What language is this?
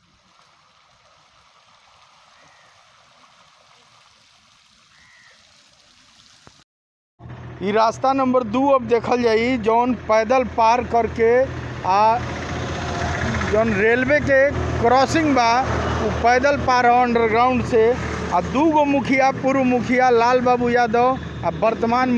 Bhojpuri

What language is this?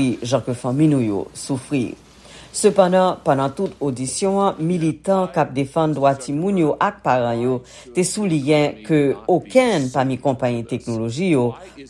Haitian Creole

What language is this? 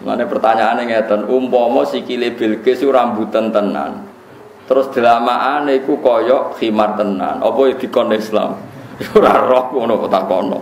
Javanese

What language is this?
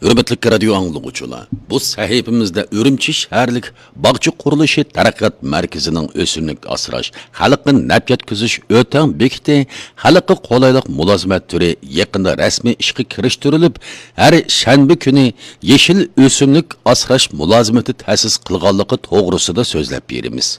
Uyghur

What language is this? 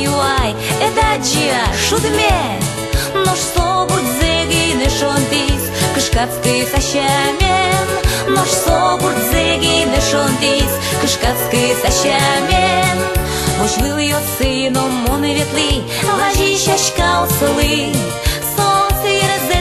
Udmurt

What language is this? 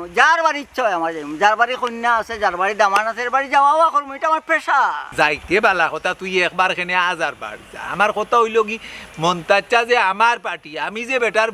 Sylheti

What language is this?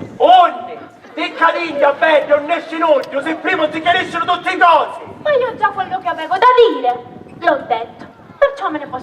Sicilian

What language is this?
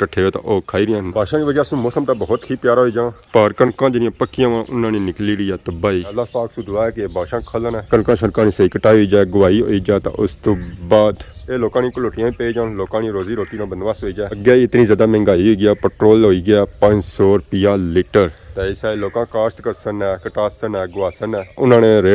Pahari-Potwari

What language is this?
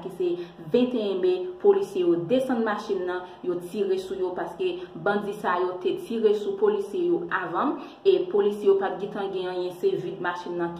Haitian Creole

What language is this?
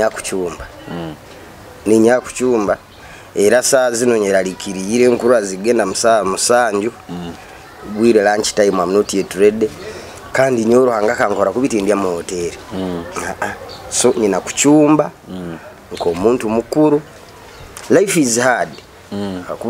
Nyoro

